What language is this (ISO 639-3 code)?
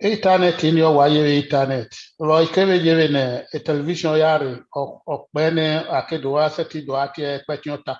bin